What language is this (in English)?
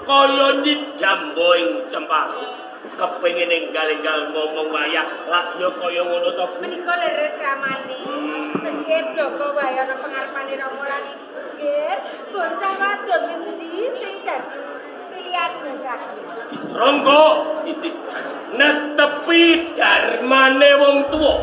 Javanese